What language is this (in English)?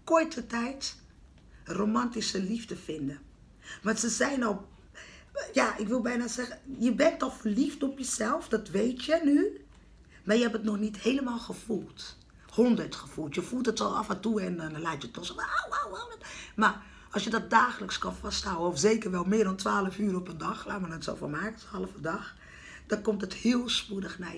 Dutch